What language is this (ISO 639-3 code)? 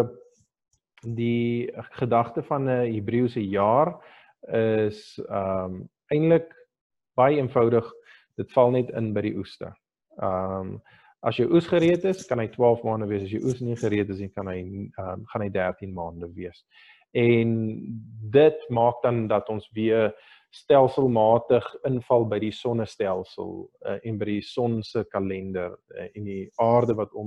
afr